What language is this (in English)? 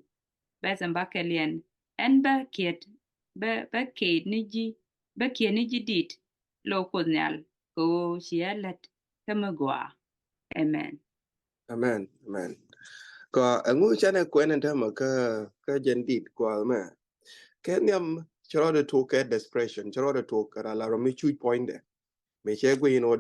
Nuer